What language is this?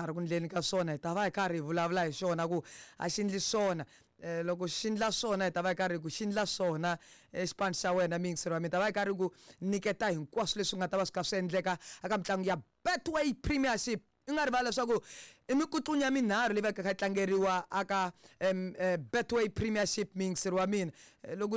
Tsonga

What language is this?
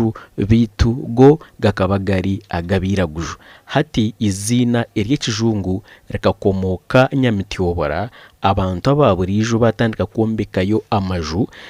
Nyankole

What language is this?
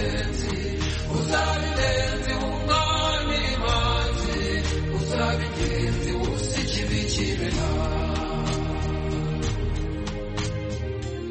Kinyarwanda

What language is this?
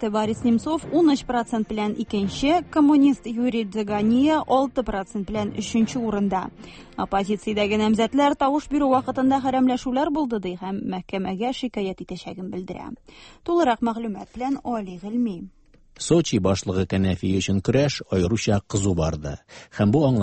Tatar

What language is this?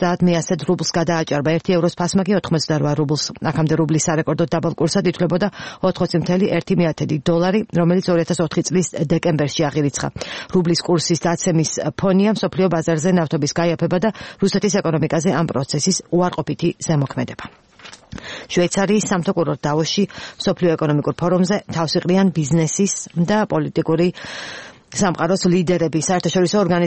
Georgian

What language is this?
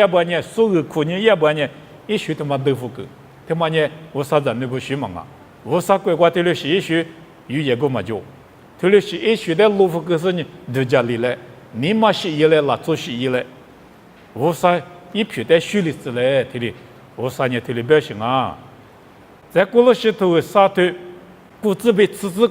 Lisu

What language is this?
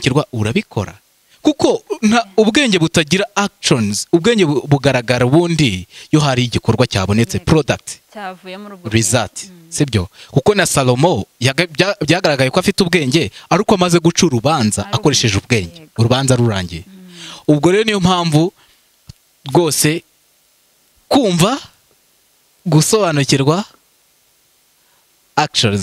Kinyarwanda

